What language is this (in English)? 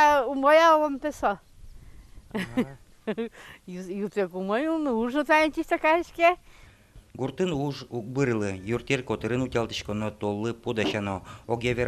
Udmurt